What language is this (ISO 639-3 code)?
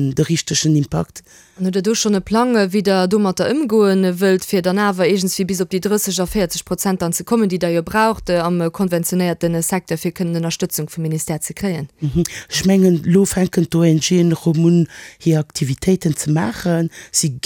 ltz